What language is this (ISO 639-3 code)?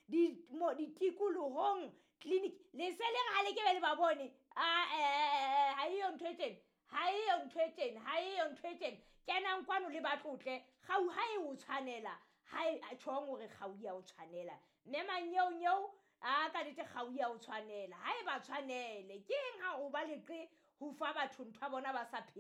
sot